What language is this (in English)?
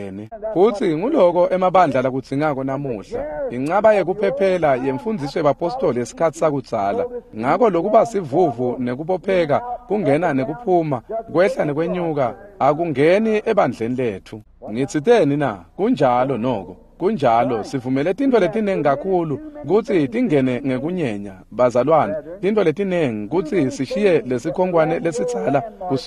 Swati